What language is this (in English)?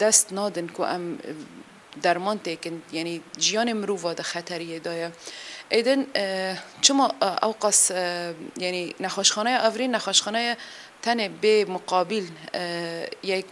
Kurdish